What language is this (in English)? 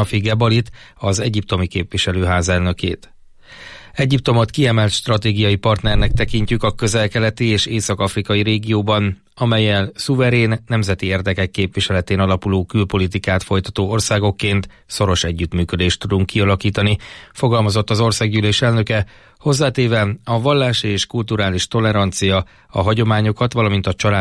Hungarian